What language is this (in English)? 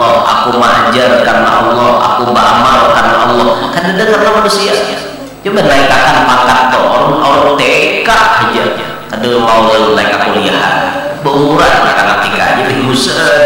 Banjar